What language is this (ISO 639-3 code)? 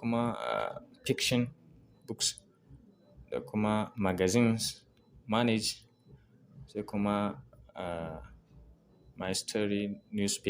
hau